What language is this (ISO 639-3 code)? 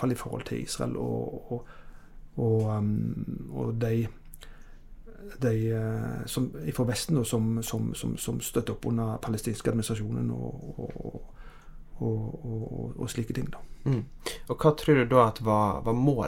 nor